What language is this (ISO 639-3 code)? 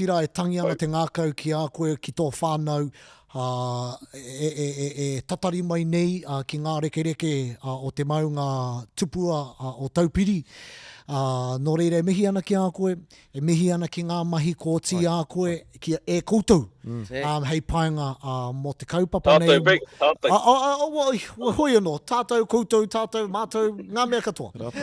mri